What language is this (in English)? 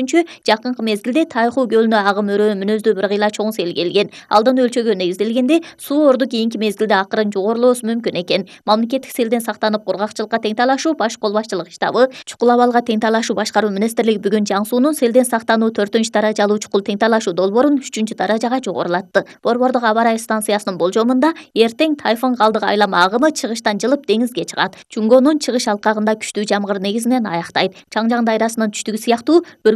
Kyrgyz